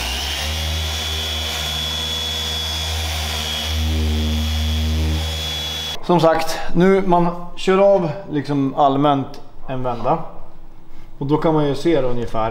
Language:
Swedish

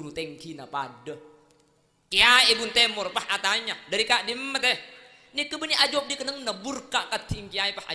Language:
Madurese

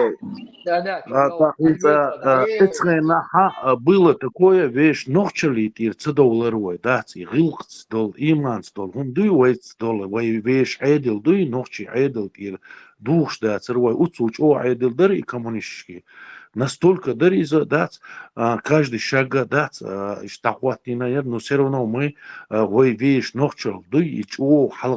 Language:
Chechen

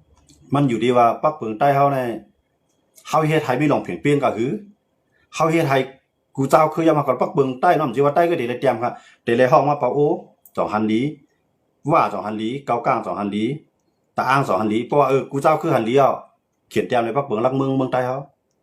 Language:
Shan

